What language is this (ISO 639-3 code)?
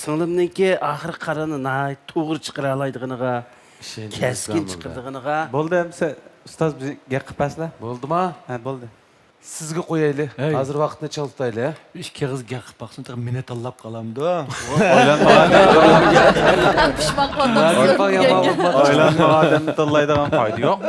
uig